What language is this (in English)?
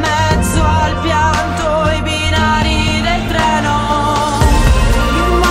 Italian